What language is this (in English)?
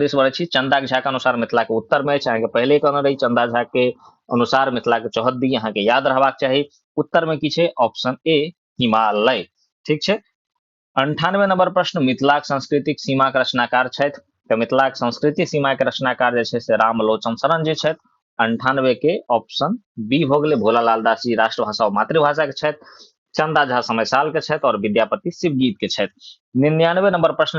Maithili